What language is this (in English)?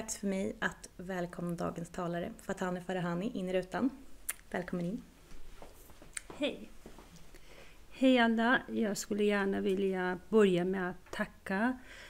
Swedish